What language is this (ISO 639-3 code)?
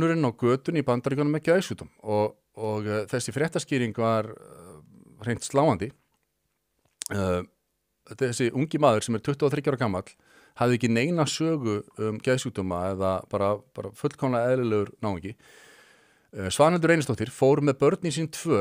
isl